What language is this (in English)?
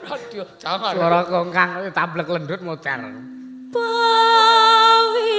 Javanese